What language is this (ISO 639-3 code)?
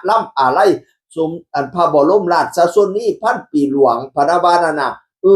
tts